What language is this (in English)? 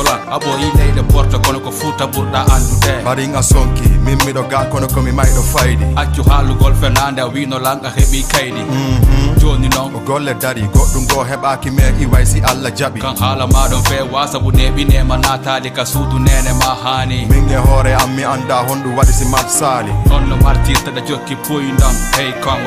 Fula